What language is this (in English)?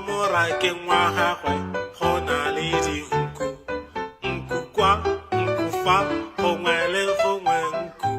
Tswana